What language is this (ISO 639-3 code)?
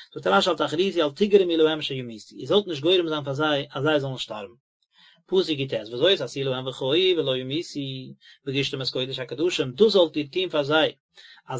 yid